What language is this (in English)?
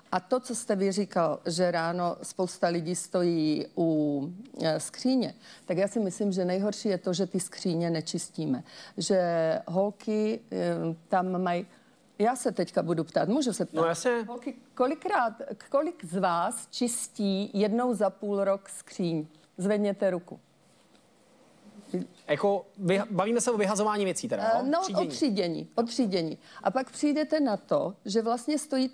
Czech